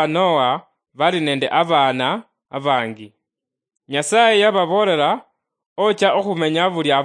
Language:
Luyia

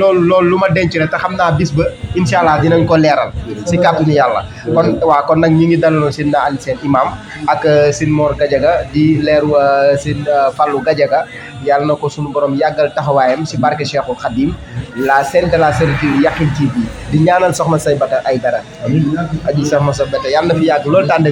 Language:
Wolof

